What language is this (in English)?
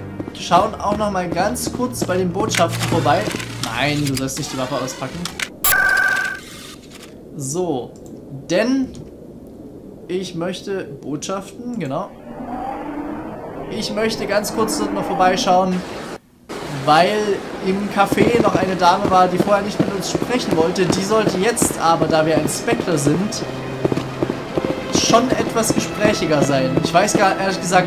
German